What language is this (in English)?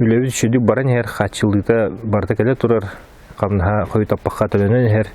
Yakut